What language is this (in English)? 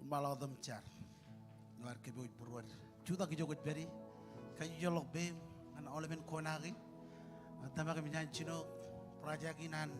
Marshallese